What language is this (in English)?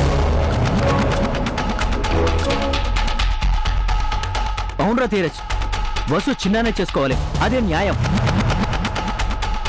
Telugu